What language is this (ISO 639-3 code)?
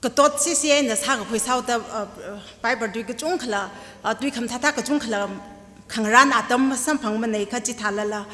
nmf